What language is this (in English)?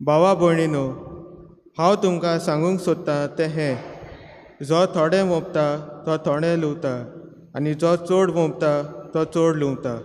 Konkani